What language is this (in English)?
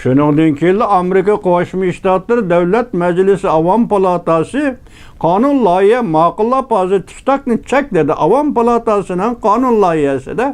Uyghur